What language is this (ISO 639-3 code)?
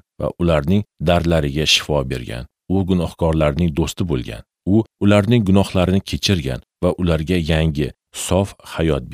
uzb